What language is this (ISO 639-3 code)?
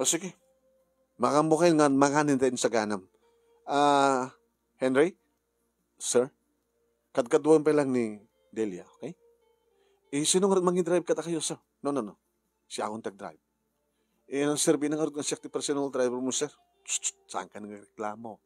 ilo